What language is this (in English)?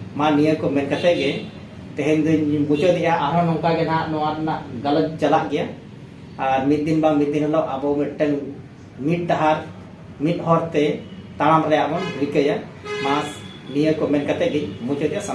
Santali